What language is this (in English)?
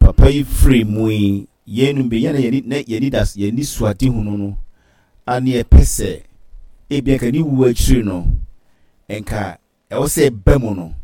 Akan